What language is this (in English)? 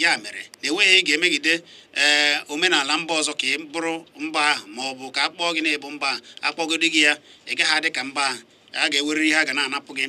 Igbo